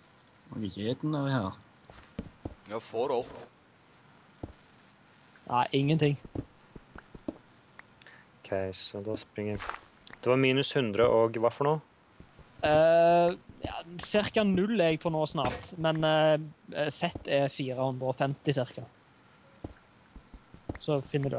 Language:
Norwegian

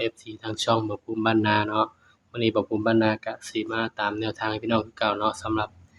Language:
Northeastern Thai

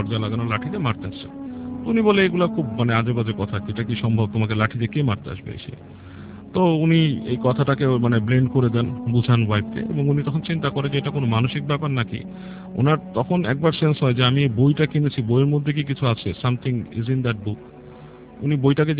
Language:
Bangla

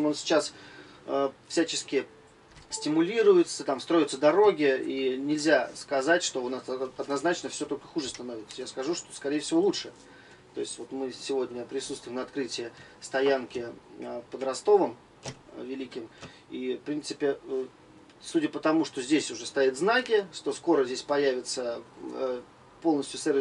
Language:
Russian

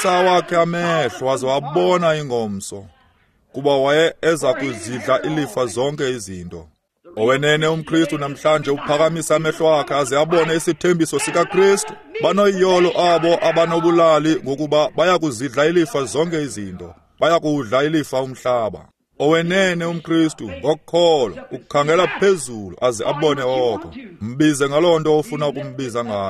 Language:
Xhosa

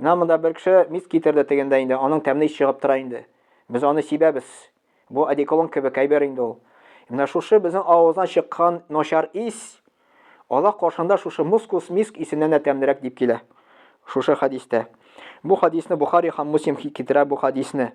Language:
Tatar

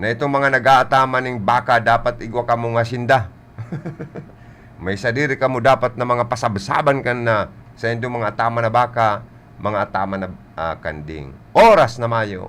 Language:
Bikol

